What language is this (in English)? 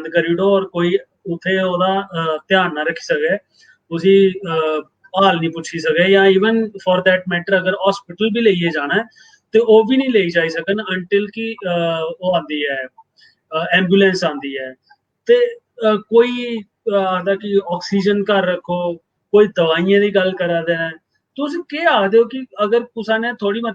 Dogri